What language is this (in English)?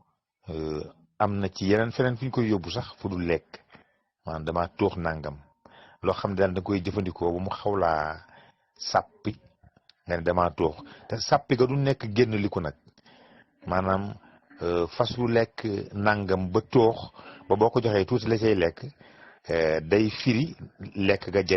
Wolof